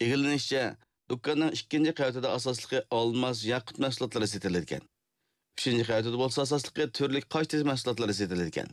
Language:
Uyghur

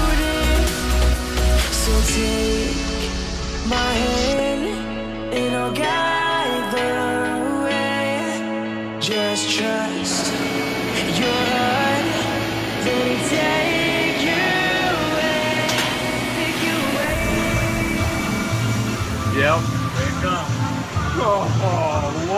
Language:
English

